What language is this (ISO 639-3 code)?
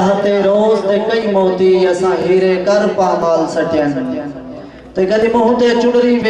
skr